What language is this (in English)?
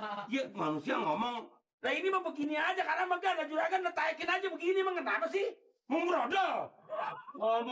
Betawi